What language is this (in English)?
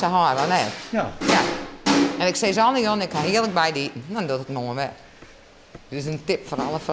Western Frisian